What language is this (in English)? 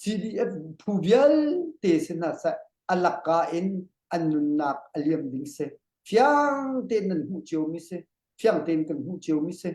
Hakha Chin